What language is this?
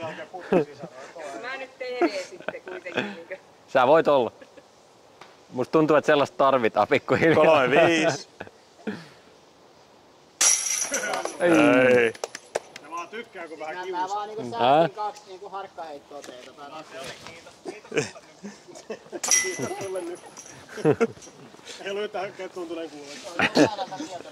Finnish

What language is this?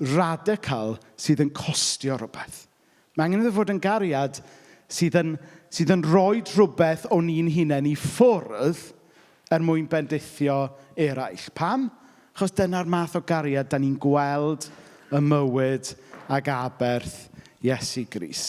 Welsh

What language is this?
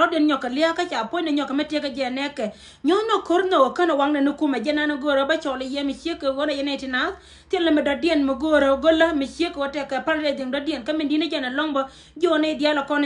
Nuer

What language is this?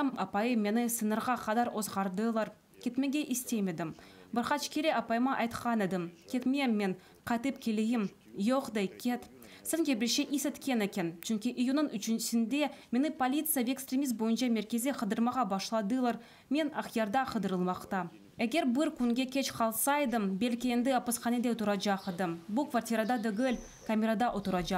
Crimean Tatar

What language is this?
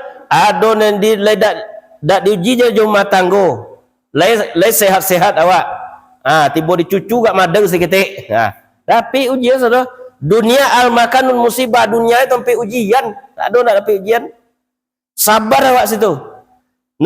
Minangkabau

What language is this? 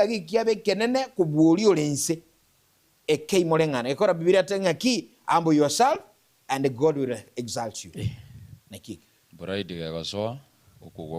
Gusii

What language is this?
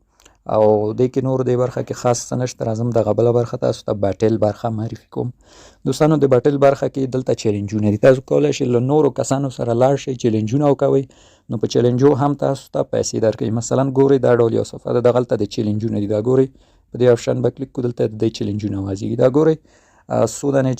Pashto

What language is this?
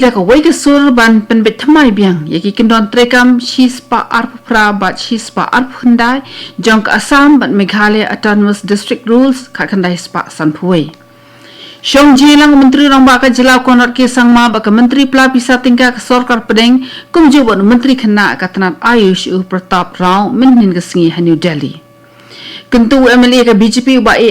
Khasi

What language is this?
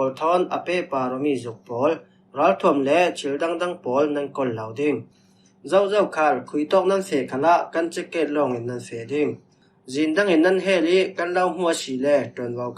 Falam Chin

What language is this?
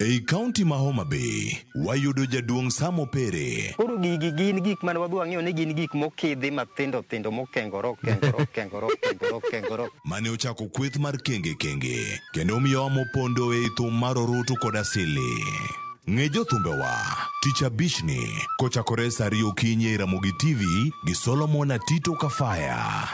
Luo (Kenya and Tanzania)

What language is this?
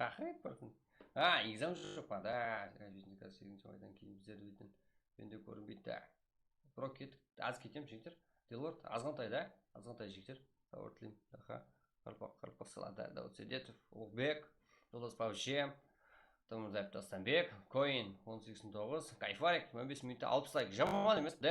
Kara-Kalpak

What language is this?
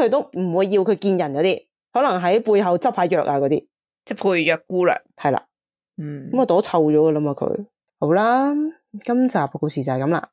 Cantonese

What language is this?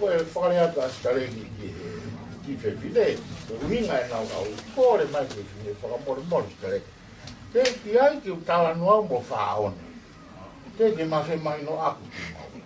Tongan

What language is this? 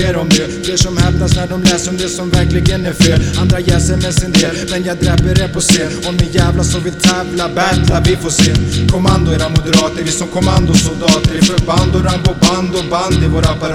Swedish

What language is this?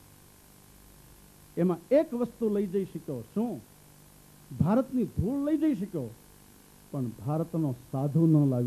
Gujarati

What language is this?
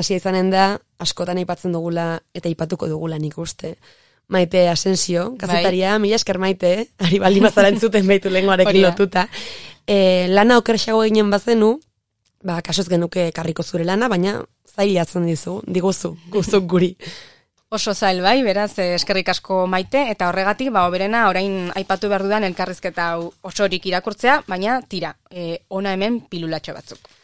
Basque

